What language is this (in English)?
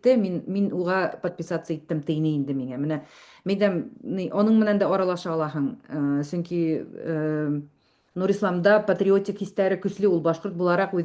Bashkir